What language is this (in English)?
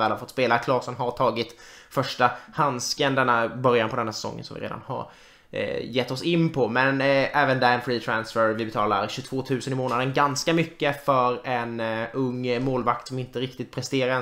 Swedish